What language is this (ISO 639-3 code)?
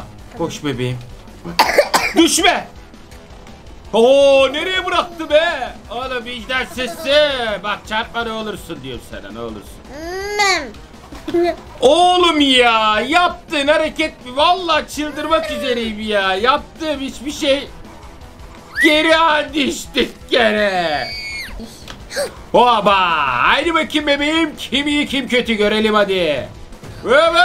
tur